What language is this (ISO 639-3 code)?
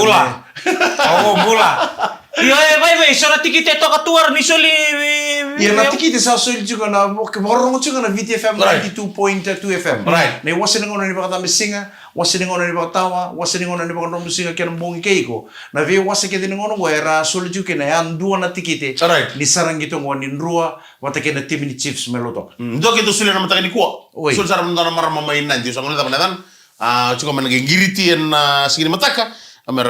fij